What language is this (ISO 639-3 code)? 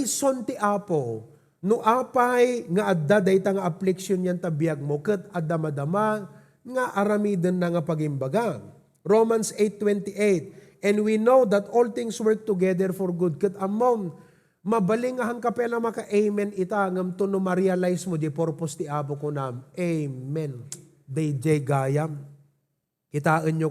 ilo